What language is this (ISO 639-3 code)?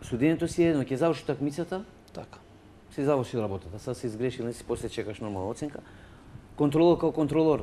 mkd